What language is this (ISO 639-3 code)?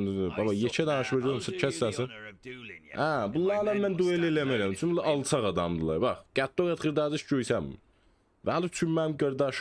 azb